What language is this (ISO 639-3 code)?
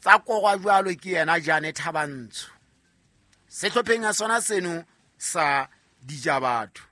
sot